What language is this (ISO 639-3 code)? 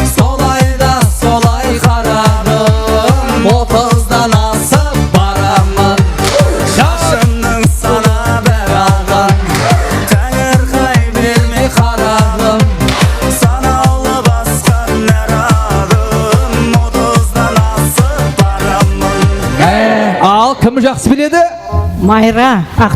kaa